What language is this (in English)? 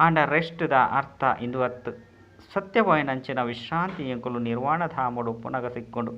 Tulu